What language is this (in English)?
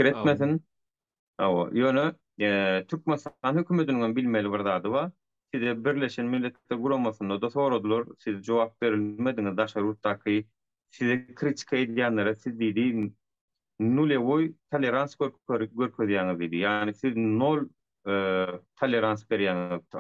Turkmen